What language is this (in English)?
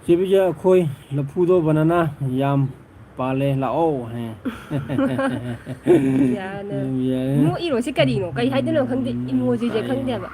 Manipuri